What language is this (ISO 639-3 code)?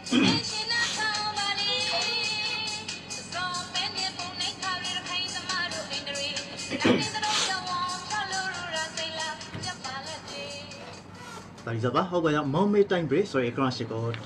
mya